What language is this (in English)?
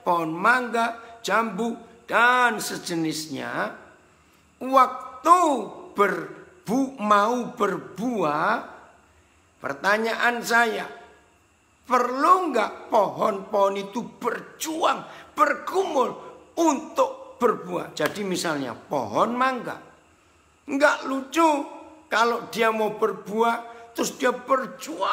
Indonesian